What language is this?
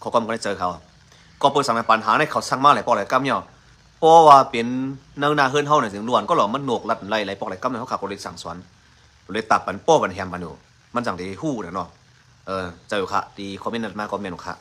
Shan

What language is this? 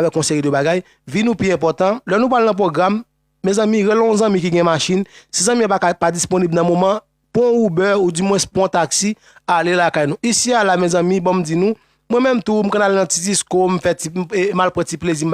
Haitian Creole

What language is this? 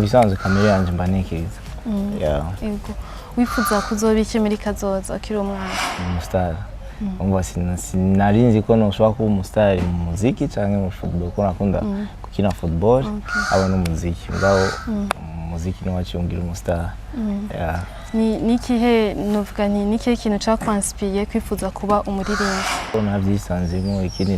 Rundi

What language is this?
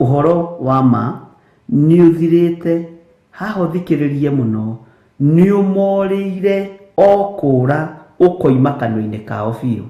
Kikuyu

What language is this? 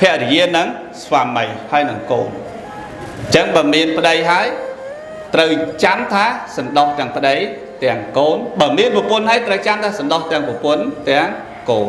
Khmer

